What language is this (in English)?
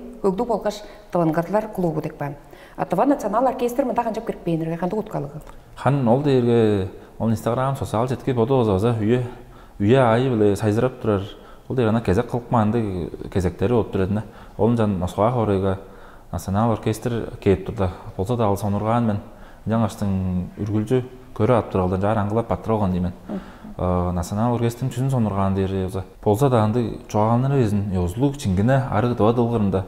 Tuvinian